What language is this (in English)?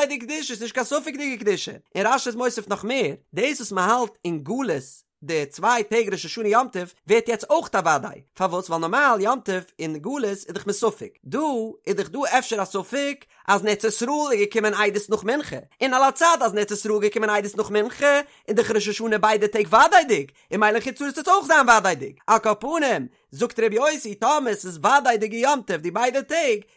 Yiddish